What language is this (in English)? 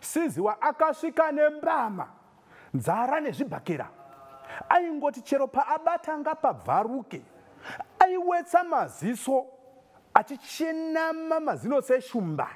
Shona